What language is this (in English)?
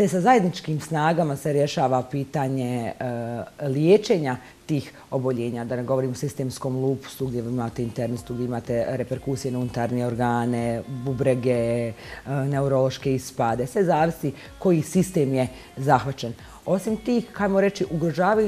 Bosnian